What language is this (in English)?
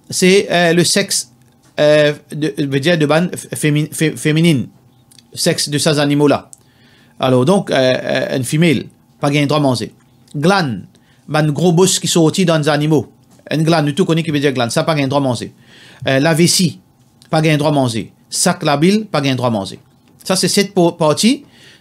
Morisyen